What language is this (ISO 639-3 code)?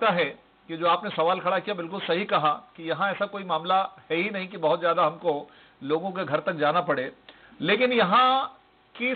hin